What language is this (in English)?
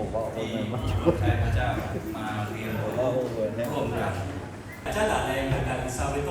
Lahu